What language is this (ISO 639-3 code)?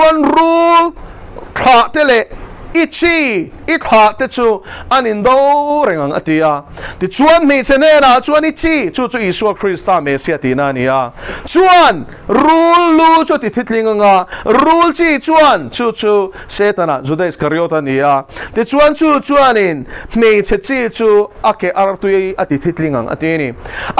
lus